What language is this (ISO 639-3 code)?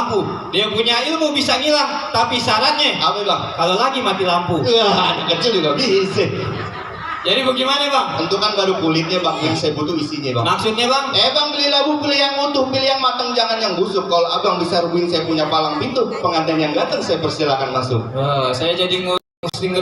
bew